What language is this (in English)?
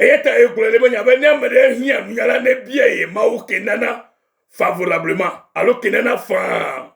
Ewe